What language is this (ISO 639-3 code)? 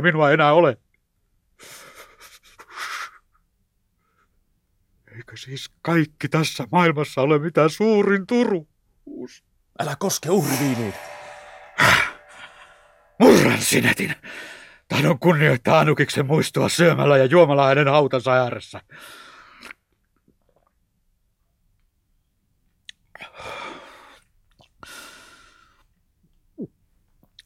fin